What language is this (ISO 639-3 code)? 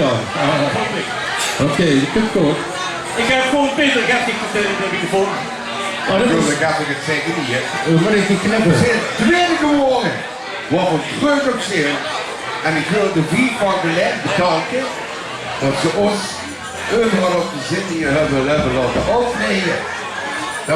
lim